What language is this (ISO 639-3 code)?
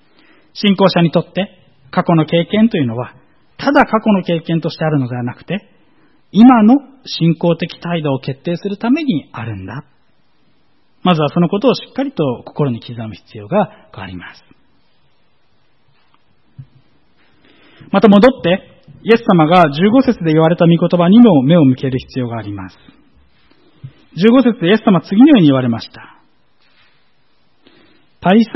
jpn